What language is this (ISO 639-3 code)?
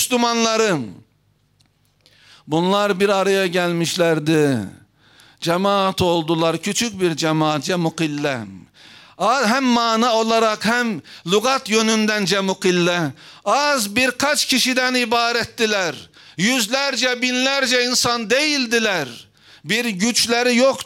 tur